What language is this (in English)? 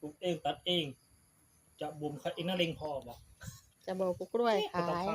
Lao